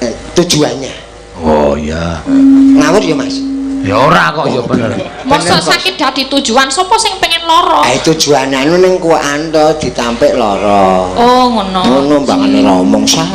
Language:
Javanese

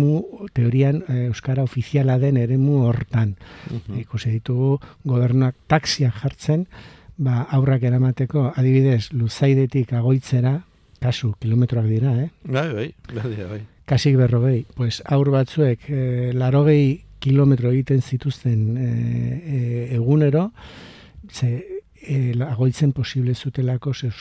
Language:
Basque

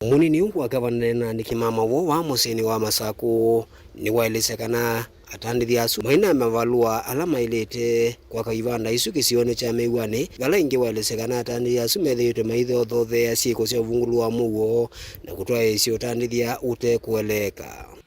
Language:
Kamba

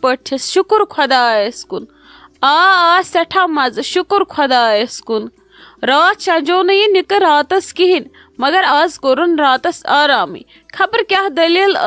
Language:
Kashmiri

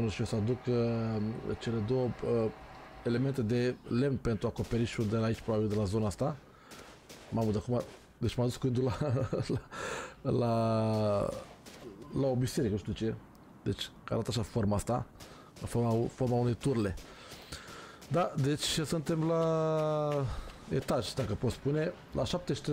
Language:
Romanian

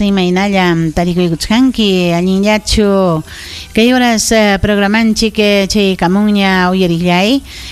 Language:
Ayacucho Quechua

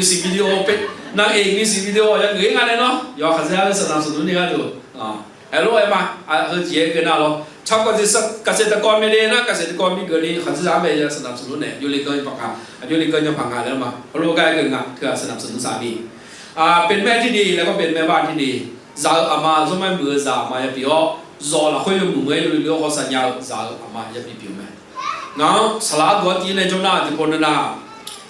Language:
Akha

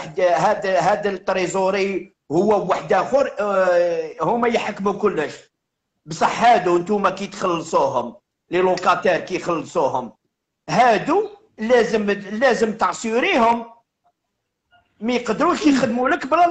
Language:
Algerian Arabic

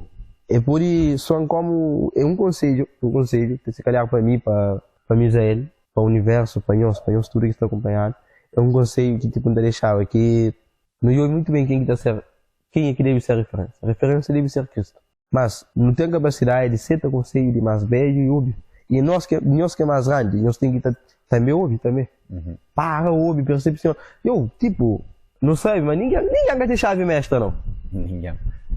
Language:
Kabuverdianu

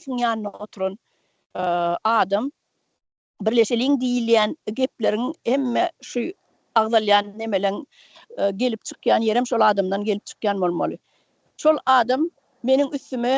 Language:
Turkmen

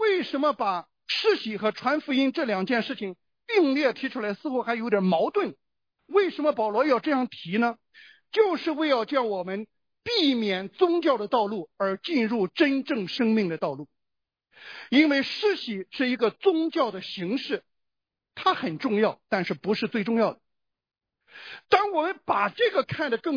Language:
Chinese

